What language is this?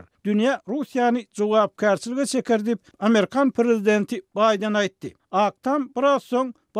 Turkmen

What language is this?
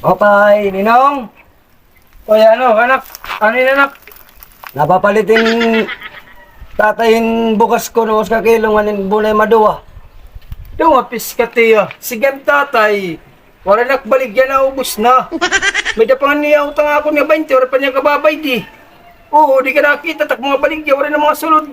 Waray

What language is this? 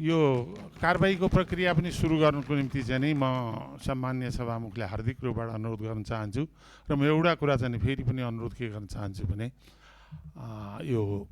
Nepali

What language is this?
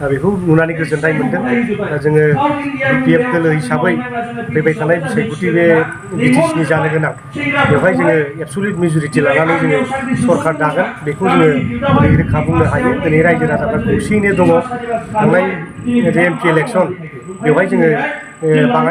Bodo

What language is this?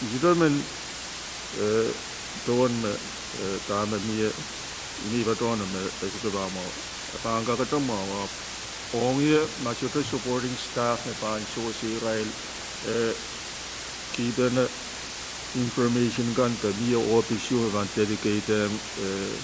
Pohnpeian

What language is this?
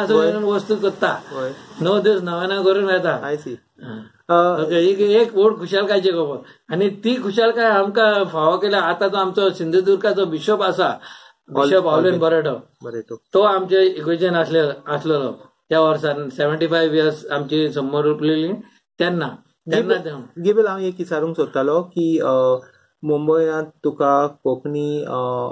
Konkani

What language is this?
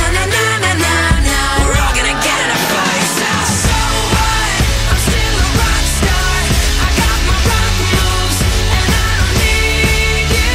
English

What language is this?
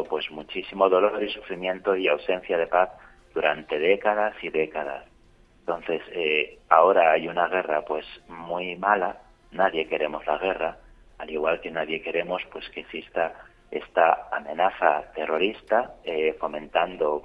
Spanish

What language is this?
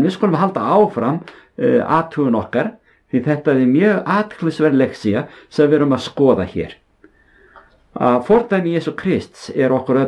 Icelandic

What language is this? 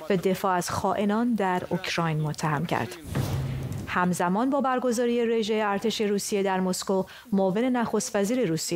Persian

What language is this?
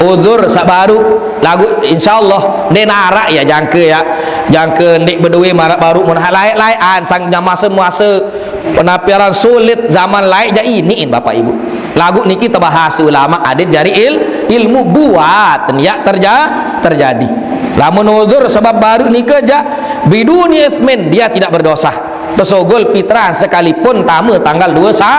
Sasak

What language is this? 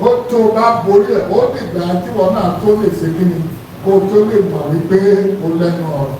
Yoruba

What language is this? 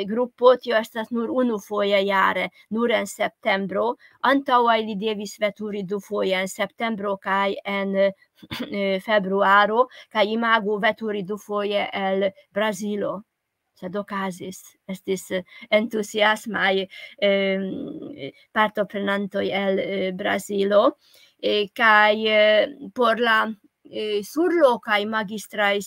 Esperanto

